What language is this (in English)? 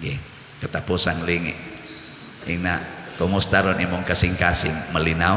Cebuano